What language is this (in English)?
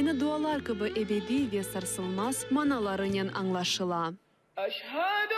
Crimean Tatar